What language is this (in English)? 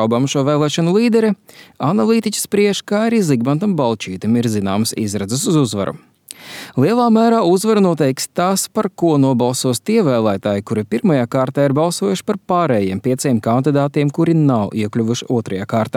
Latvian